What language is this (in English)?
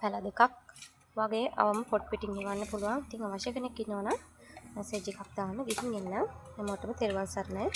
Sinhala